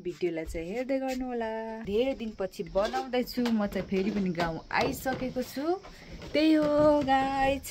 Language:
Nepali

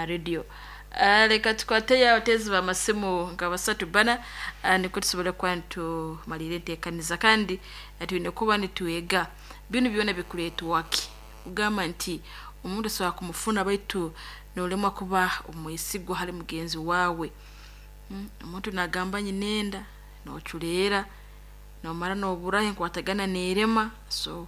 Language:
Nyoro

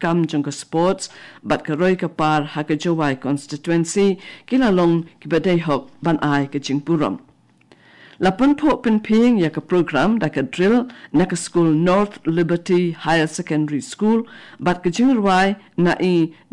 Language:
Khasi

